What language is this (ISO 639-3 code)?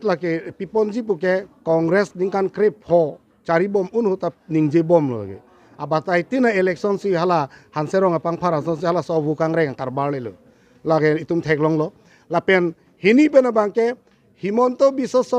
mjw